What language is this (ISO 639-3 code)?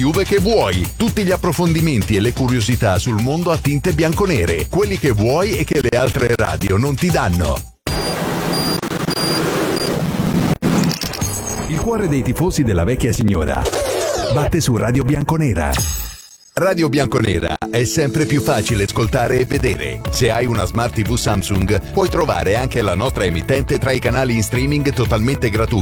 ita